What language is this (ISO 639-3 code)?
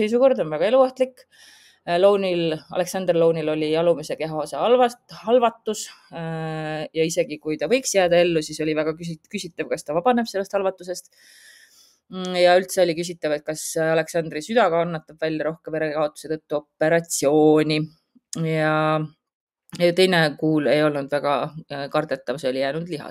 est